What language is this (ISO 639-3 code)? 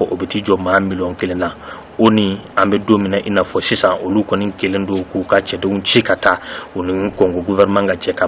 bam